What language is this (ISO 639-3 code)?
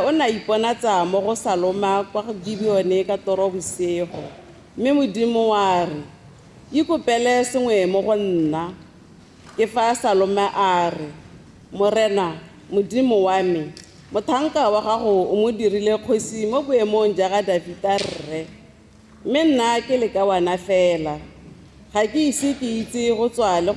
tsn